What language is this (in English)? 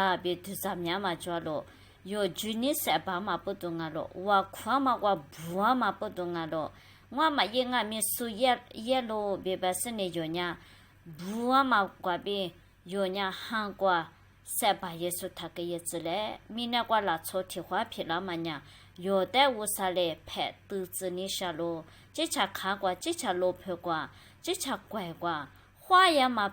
Lisu